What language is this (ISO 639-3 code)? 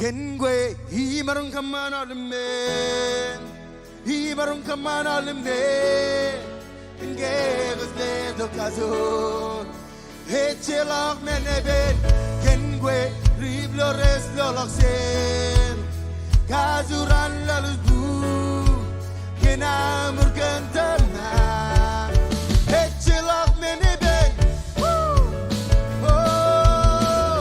mah